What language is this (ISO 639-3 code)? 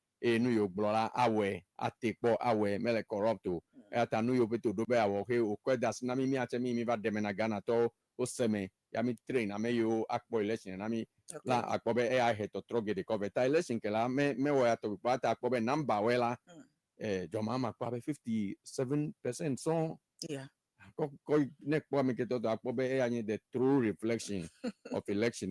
ewe